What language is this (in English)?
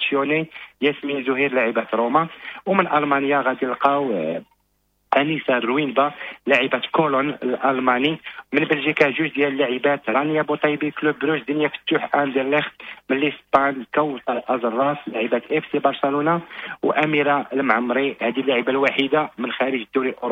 Moroccan Arabic